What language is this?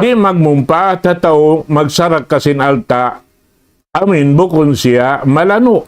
Tausug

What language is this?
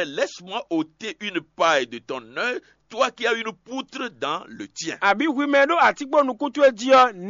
Fon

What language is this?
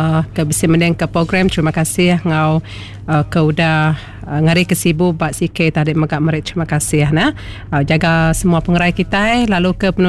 Iban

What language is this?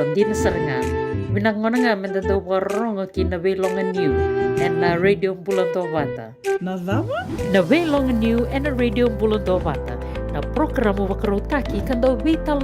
Fijian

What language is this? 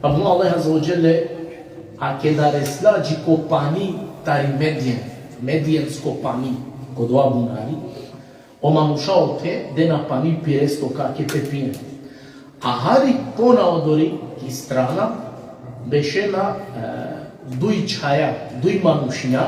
Balkan Romani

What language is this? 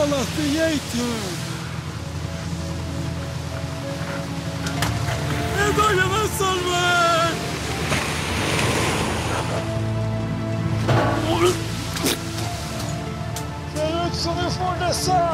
Norwegian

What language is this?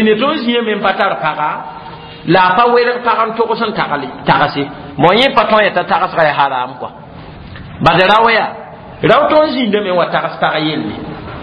Mossi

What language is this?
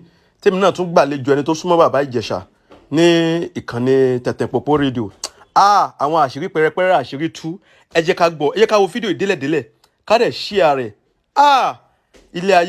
Yoruba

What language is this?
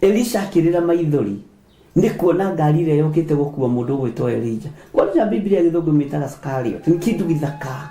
Kikuyu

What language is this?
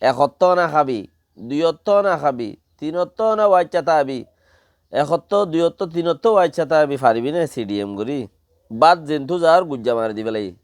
Rohingya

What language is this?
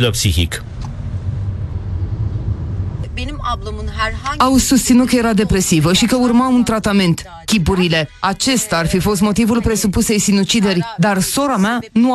Romanian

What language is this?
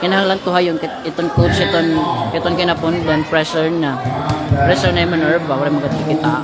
Waray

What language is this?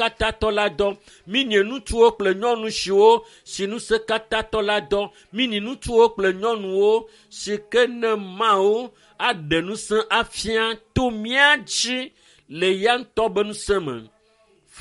Ewe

